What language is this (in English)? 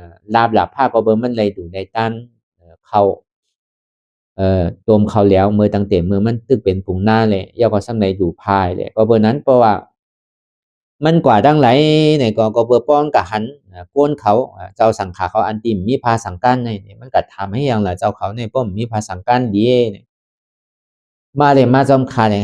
Shan